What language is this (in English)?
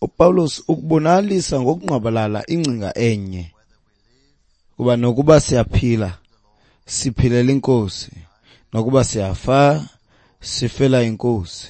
Xhosa